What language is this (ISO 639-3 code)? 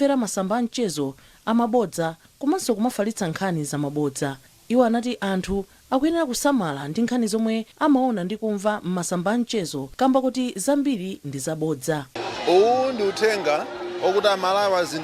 nya